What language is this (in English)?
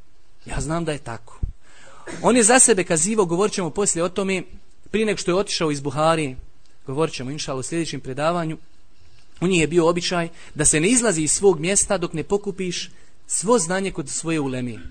Bosnian